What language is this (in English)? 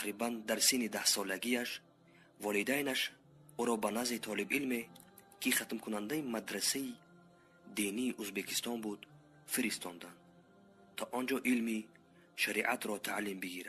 Persian